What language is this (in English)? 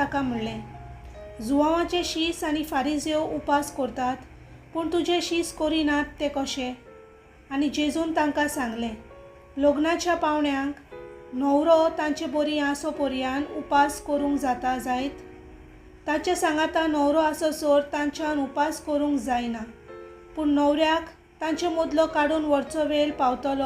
Konkani